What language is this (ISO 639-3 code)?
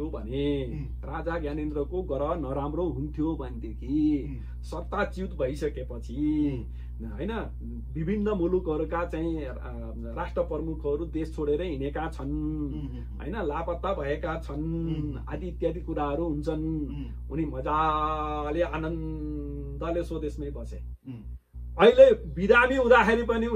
nep